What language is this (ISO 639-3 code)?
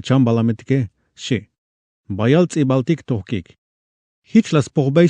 tzh